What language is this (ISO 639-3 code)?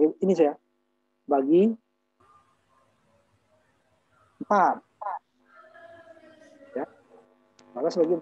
ind